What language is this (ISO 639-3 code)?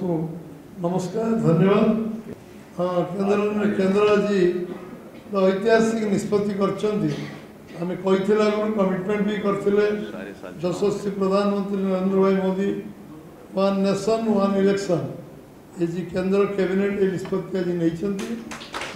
ori